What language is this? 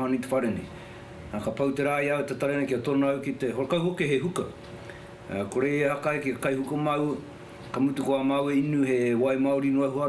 Māori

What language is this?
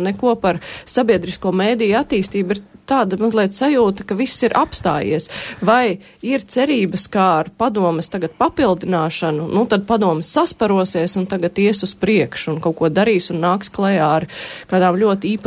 Latvian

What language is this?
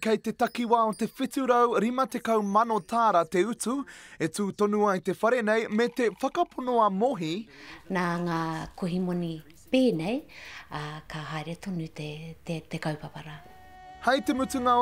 Māori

